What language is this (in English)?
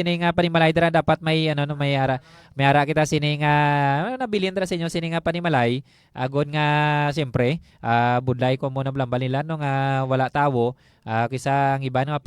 Hiligaynon